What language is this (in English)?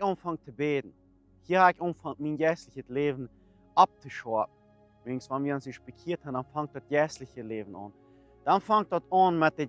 Plautdietsch